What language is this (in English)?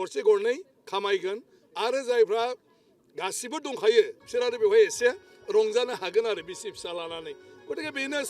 Bodo